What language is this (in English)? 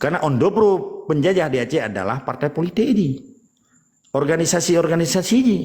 Achinese